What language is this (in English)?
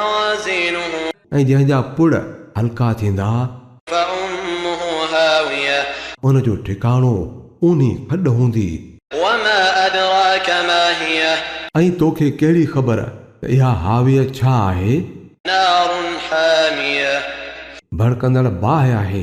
Sindhi